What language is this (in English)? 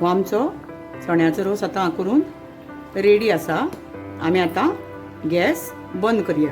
Konkani